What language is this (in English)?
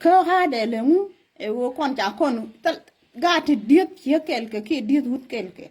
Nuer